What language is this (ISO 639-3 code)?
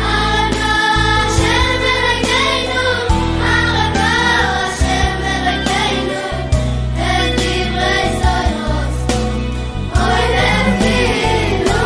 yid